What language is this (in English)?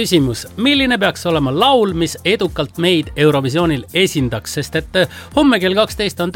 Estonian